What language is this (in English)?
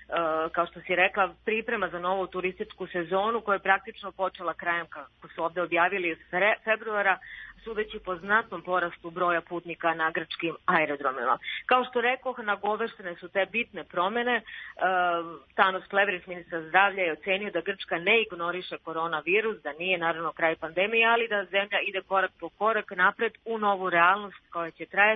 Serbian